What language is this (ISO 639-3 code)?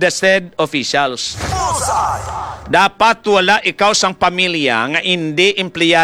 hil